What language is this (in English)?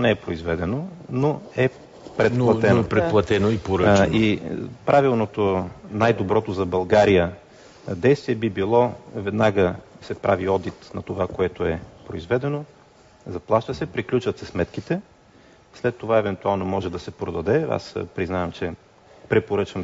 Bulgarian